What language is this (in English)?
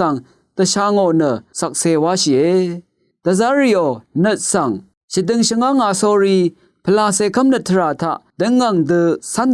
Rawang